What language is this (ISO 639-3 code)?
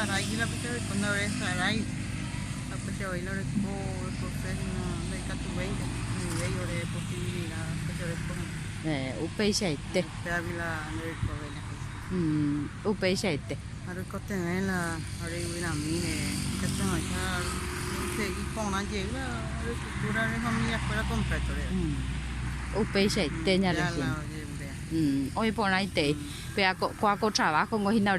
grn